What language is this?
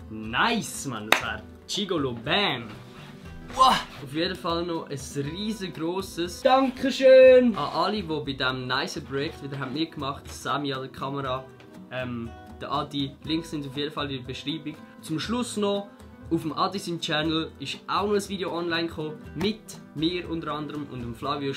Swiss German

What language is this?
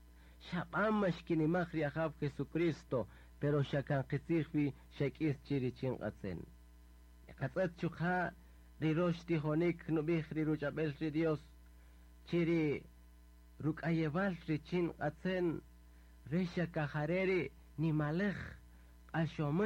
Kaqchikel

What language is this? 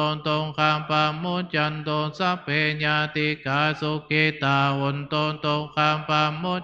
Pali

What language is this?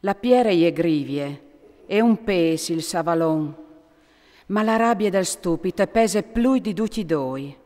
Friulian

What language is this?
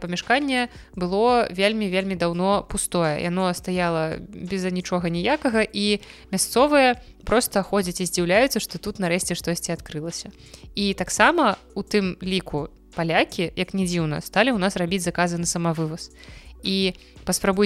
Belarusian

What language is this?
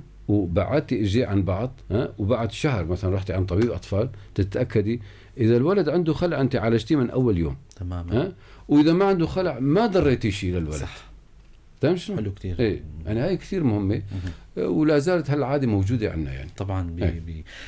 North Levantine Arabic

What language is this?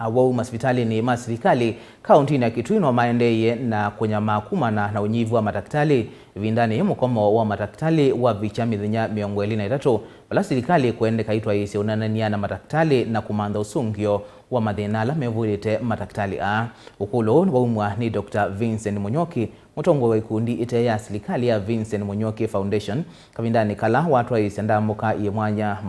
Kamba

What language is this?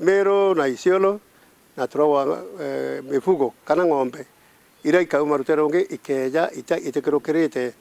Meru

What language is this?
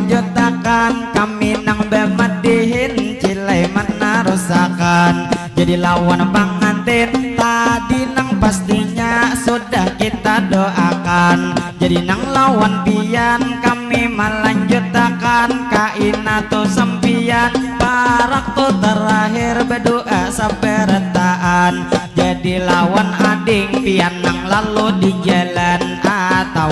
Banjar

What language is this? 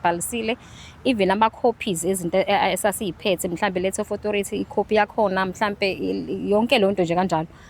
Zulu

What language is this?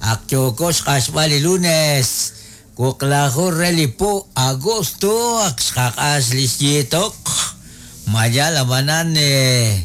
Kekchí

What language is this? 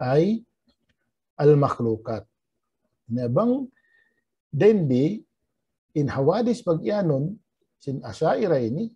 Tausug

